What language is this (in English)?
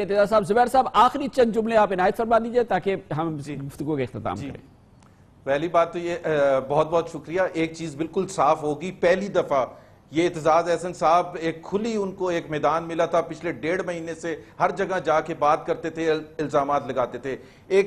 Urdu